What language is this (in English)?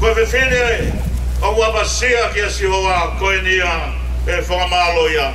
Tongan